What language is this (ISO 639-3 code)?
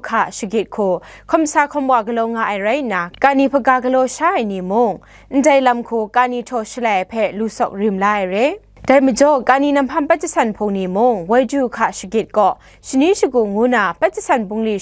kac